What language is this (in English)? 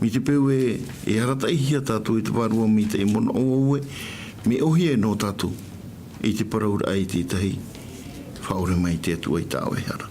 Tahitian